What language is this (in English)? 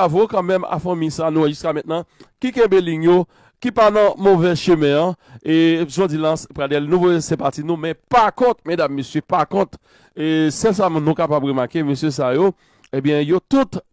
Haitian Creole